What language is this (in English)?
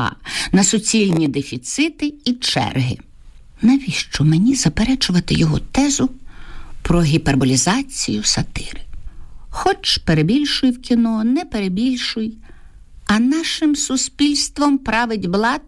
Ukrainian